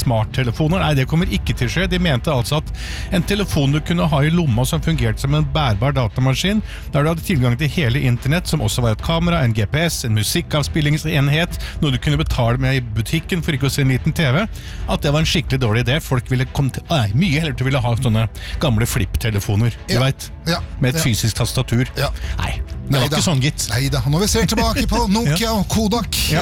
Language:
Norwegian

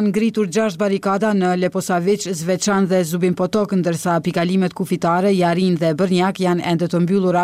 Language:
Albanian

